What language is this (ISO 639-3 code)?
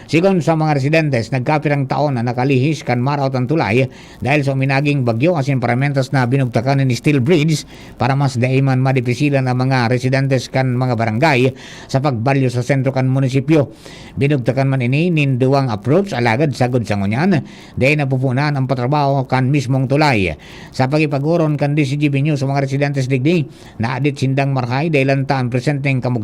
bik